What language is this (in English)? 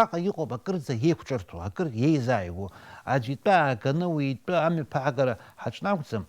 Abkhazian